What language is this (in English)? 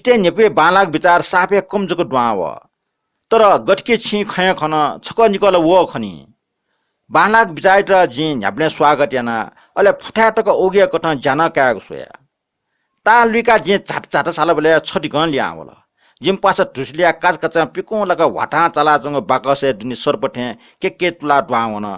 Newari